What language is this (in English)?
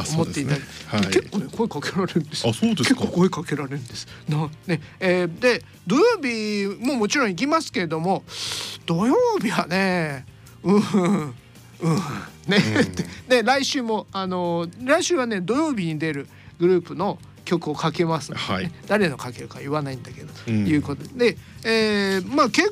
Japanese